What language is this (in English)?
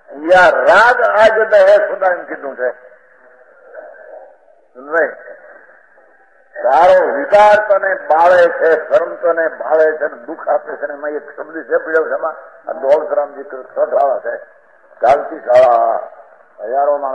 Gujarati